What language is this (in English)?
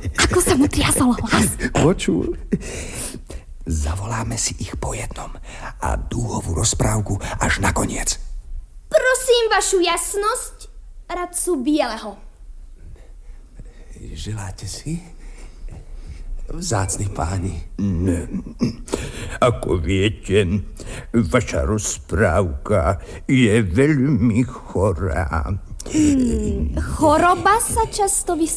Slovak